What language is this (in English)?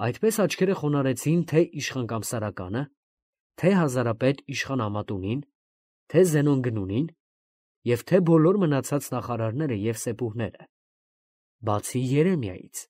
Armenian